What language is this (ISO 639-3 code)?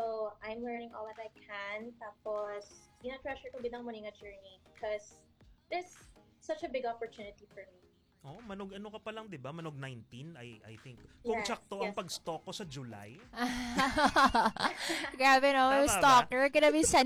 hil